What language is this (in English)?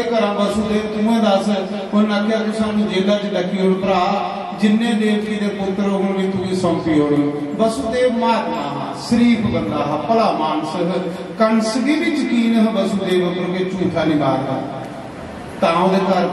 Dogri